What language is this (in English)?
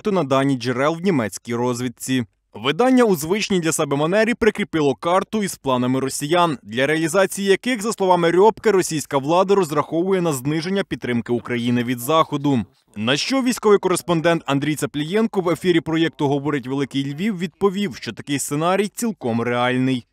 Ukrainian